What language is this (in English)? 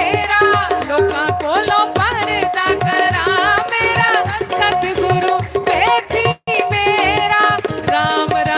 Dogri